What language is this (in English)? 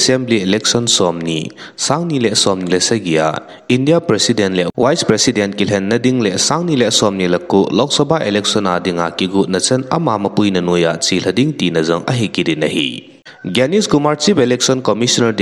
Thado Chin